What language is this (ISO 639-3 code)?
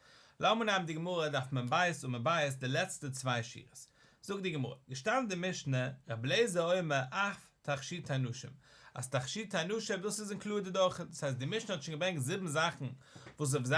yid